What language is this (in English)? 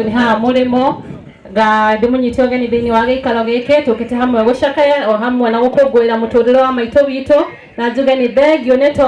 Kikuyu